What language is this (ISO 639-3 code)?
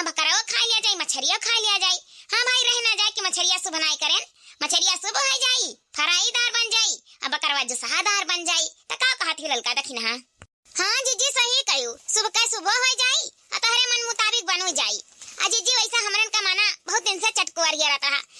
awa